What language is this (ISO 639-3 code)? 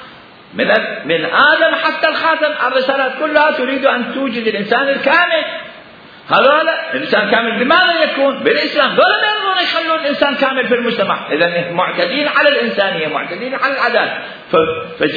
acm